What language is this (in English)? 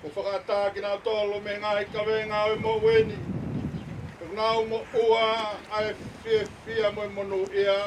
Tongan